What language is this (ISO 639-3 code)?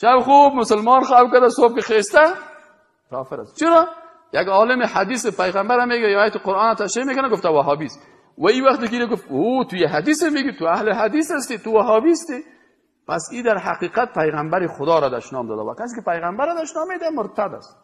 fas